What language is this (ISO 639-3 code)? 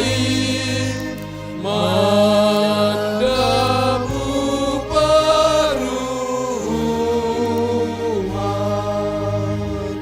bts